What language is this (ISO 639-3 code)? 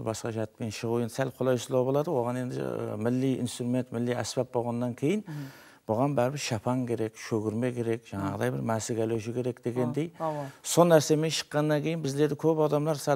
kaa